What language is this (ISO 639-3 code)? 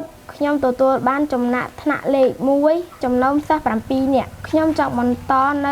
khm